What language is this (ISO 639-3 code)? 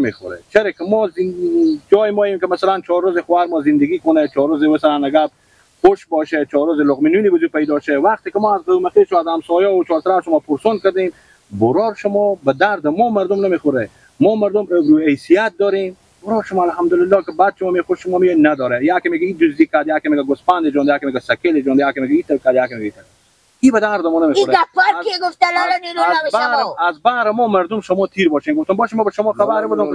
fas